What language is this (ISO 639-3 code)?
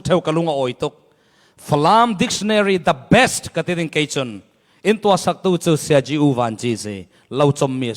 cfm